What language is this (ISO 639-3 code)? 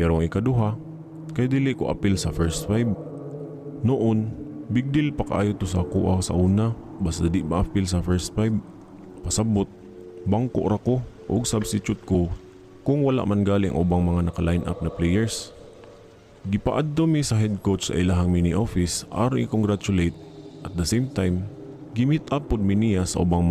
ceb